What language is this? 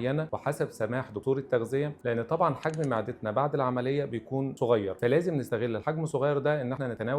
Egyptian Arabic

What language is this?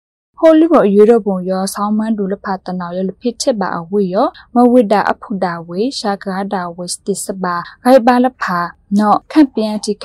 Burmese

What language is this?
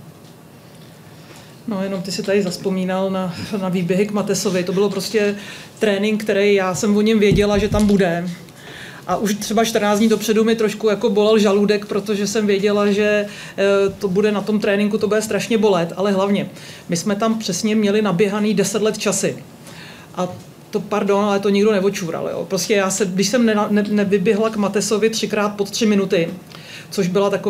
Czech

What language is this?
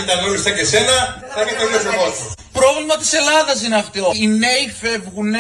Greek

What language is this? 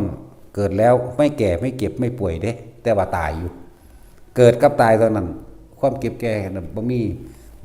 Northeastern Thai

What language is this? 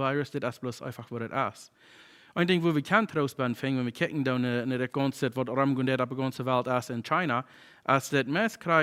Plautdietsch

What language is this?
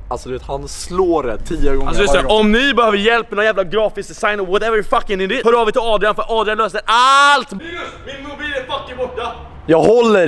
Swedish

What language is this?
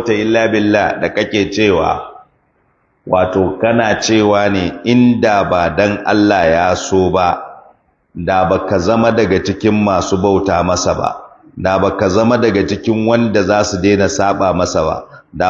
Hausa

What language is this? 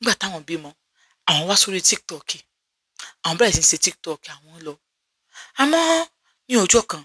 Yoruba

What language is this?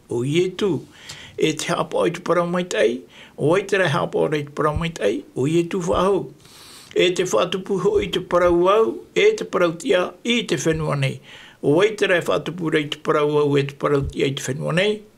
Tahitian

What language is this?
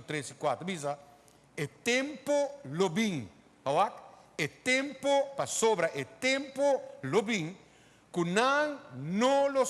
Papiamento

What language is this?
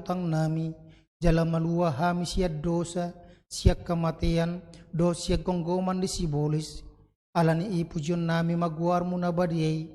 Batak Toba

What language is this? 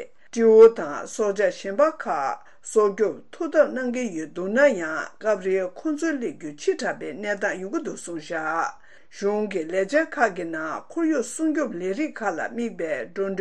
Tibetan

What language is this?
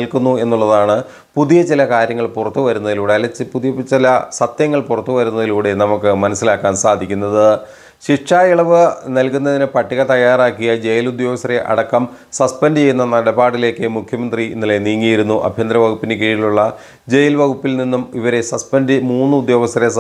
Malayalam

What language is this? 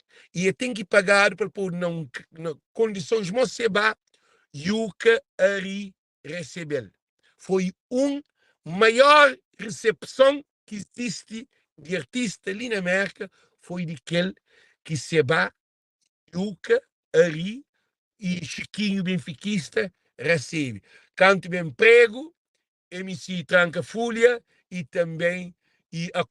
Kabuverdianu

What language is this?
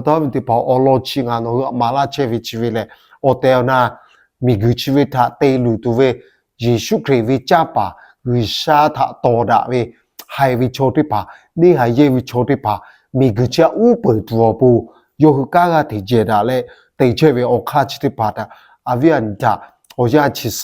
Lahu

